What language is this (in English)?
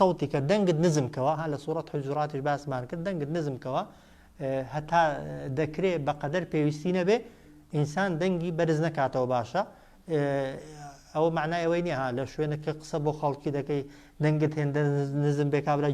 Central Kurdish